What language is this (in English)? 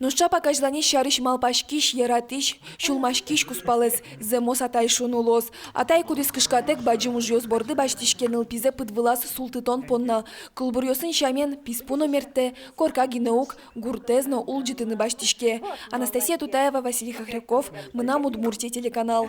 Udmurt